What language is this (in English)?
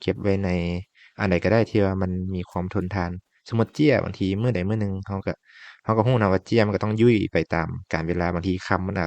Lao